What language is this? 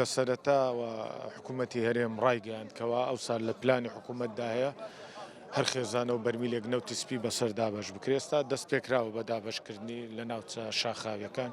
Central Kurdish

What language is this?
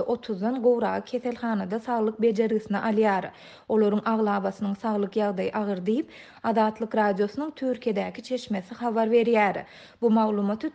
Turkmen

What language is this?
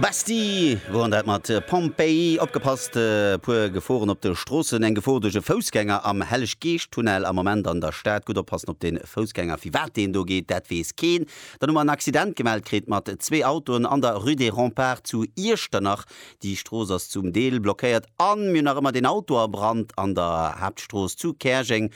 Luxembourgish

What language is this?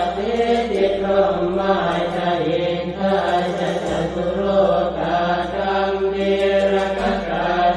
Pali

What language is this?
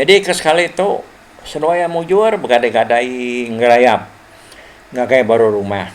Iban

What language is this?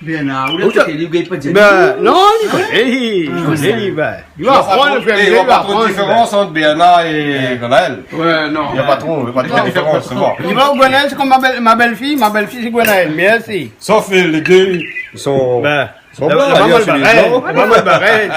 Réunion Creole French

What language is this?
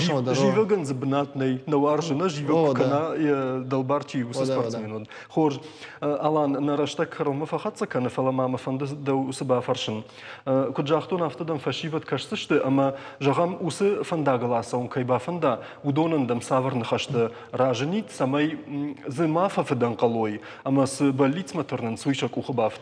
Ossetic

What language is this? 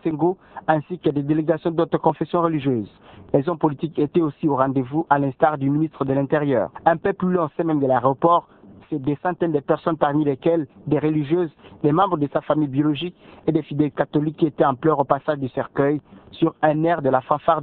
French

